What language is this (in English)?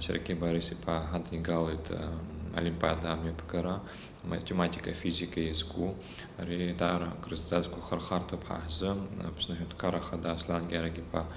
Abkhazian